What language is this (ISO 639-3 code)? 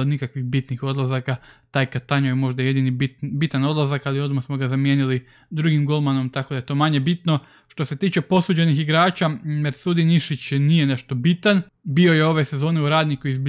hrv